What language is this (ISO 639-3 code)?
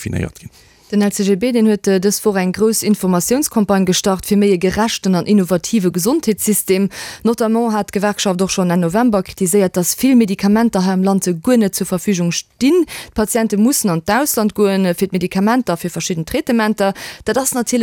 ltz